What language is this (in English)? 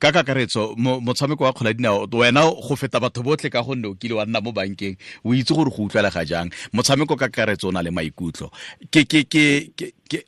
Tswana